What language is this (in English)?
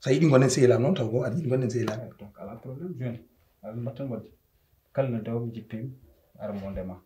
Fula